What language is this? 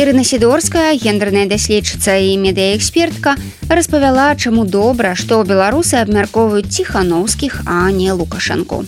Belarusian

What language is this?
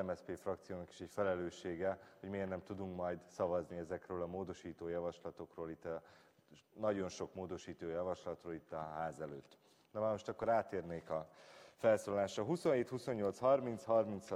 Hungarian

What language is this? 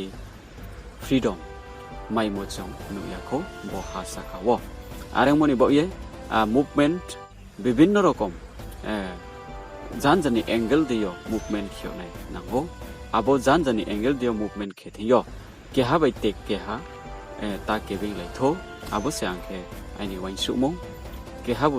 Riang (India)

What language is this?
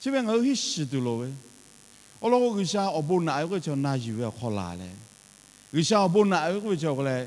Lahu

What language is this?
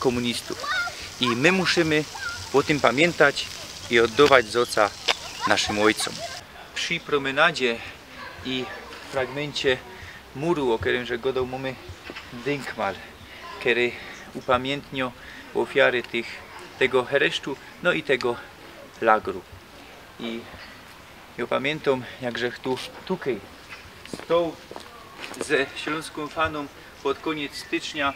Silesian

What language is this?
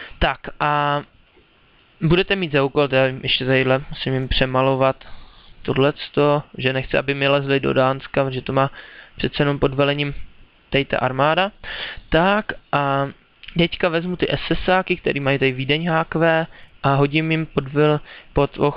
Czech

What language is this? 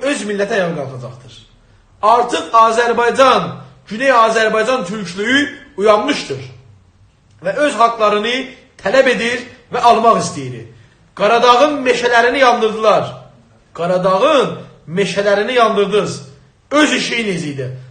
South Azerbaijani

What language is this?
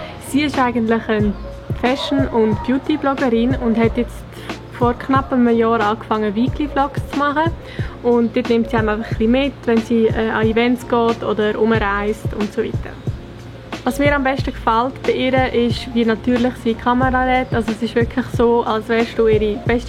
Swiss German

